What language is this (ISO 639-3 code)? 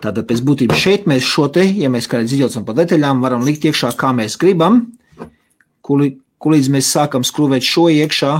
lav